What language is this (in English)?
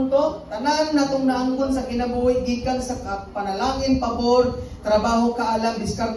Cebuano